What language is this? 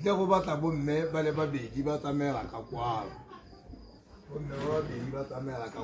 Tswana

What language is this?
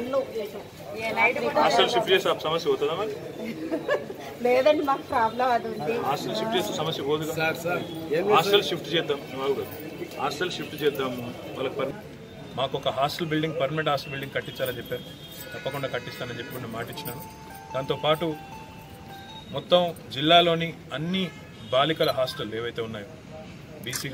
Telugu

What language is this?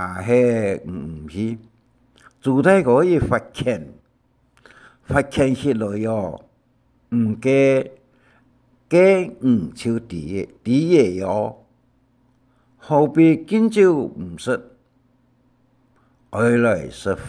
Hakka Chinese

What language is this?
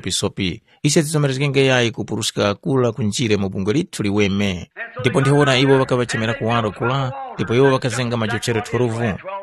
Tumbuka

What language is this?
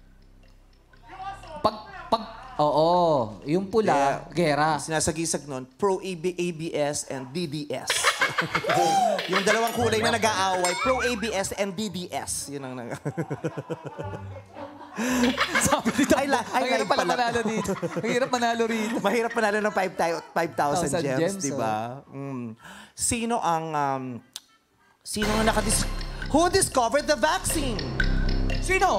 Filipino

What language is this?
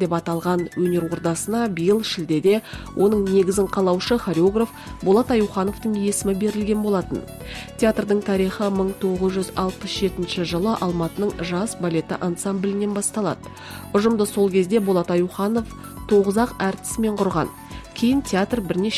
Kazakh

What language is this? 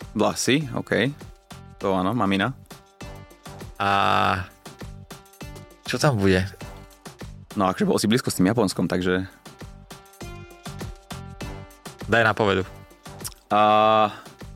Slovak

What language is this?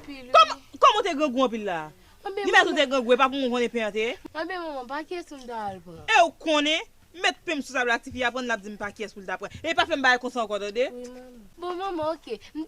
Haitian Creole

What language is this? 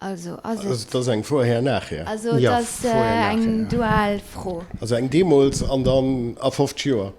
Luxembourgish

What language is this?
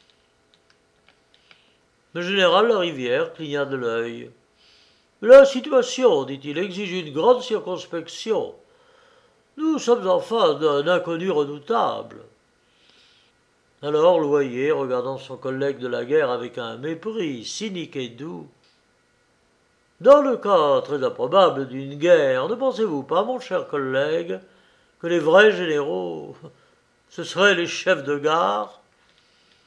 French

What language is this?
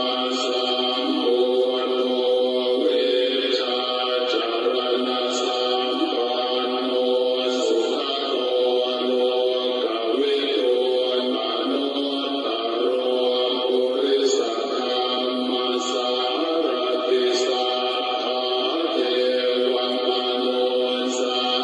Pali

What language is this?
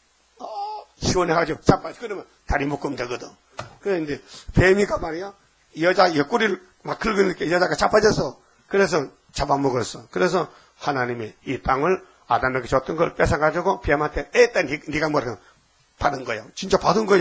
Korean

